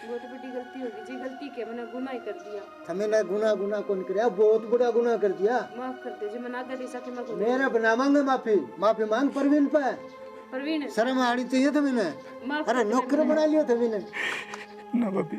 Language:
Haryanvi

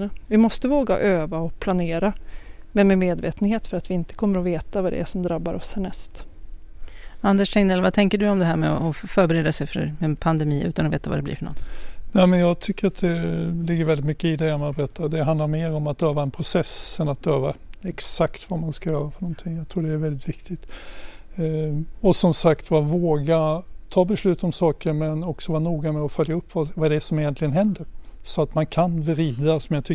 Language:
Swedish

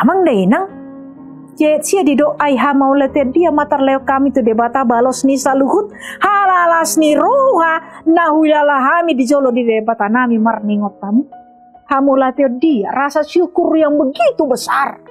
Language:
Batak Toba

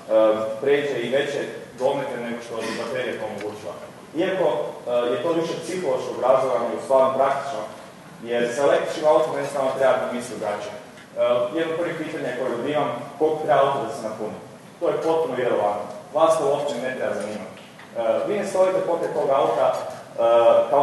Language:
Croatian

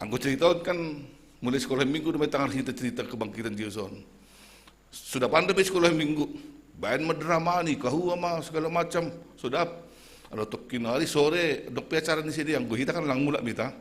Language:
Batak Simalungun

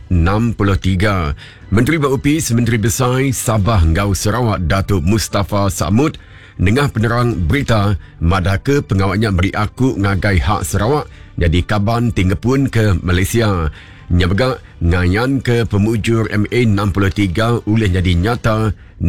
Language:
Iban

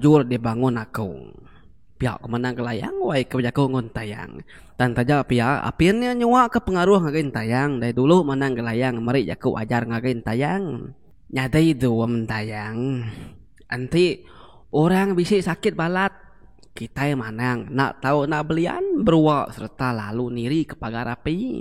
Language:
Iban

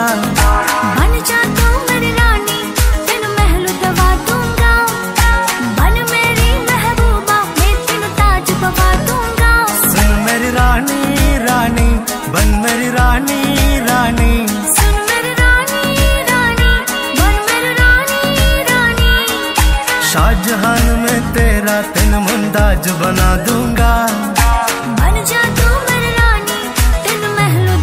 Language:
Malayalam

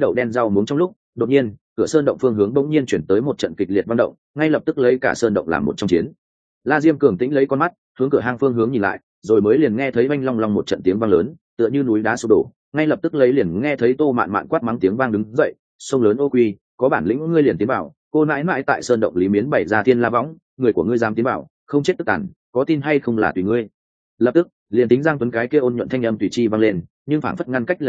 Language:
Vietnamese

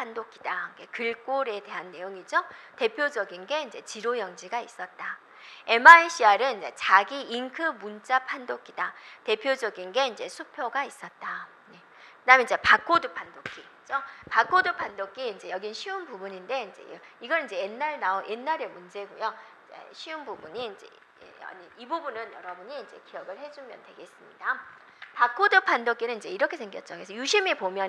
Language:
Korean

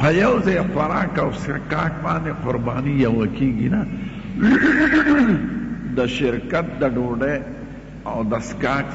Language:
Pashto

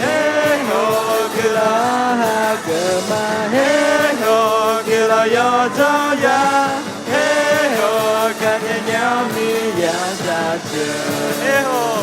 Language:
Akha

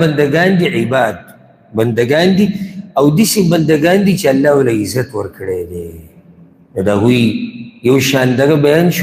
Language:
Pashto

